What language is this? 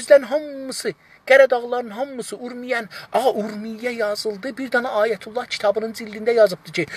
South Azerbaijani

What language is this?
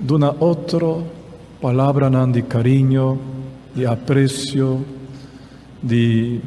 Papiamento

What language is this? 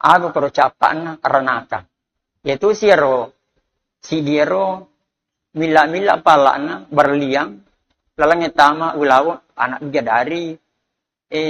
Buginese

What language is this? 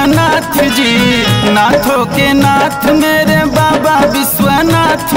Bhojpuri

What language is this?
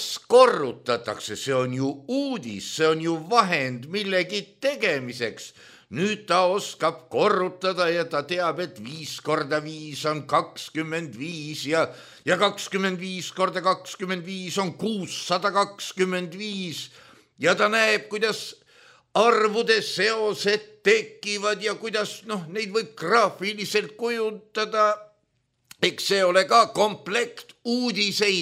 Estonian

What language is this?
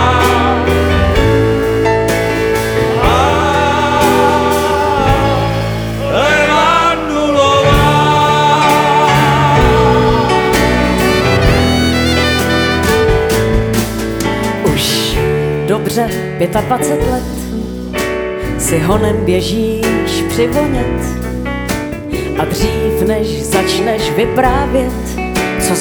Czech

